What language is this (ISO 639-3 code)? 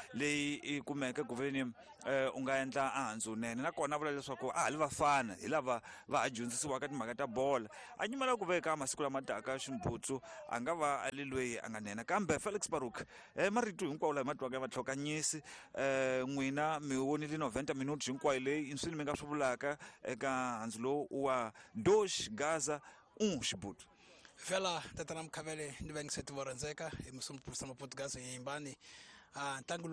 tso